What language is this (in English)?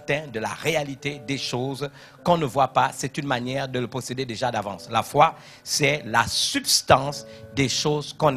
French